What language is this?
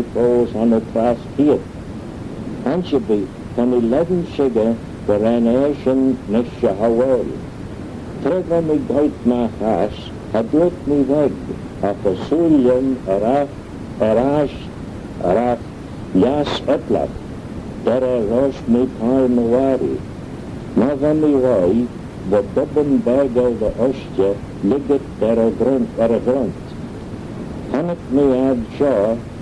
Manx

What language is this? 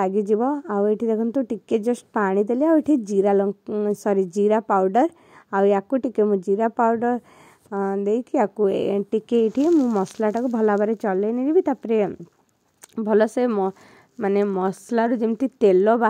Odia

